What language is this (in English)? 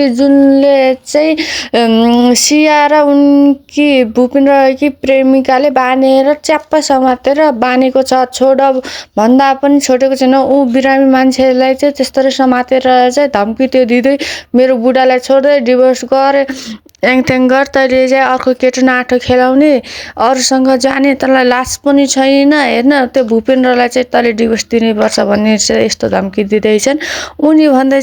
Nepali